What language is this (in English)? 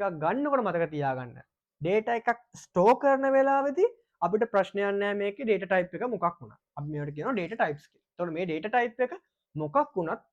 Sinhala